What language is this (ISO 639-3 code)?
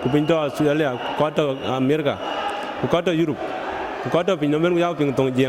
din